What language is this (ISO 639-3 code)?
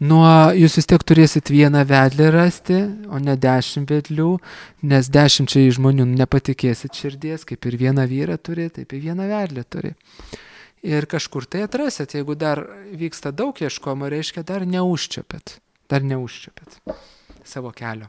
lit